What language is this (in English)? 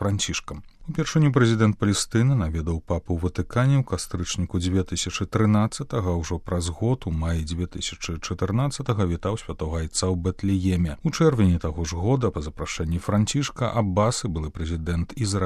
Belarusian